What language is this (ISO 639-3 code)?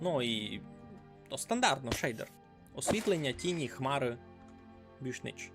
rue